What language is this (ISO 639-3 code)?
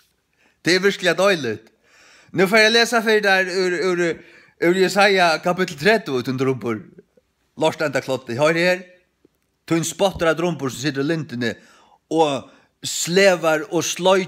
fao